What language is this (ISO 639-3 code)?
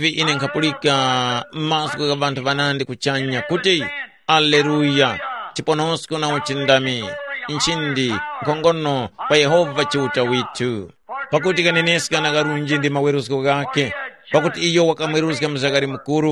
tum